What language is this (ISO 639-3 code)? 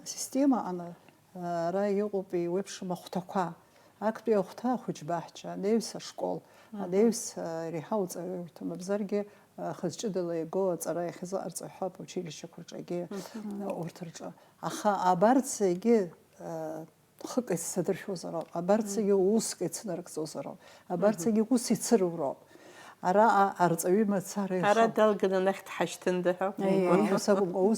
abk